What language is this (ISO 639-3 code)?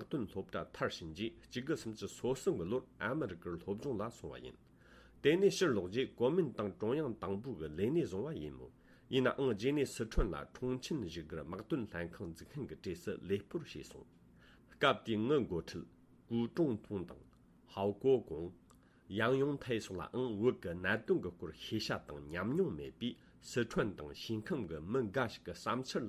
bod